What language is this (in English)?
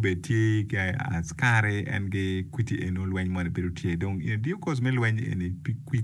Acoli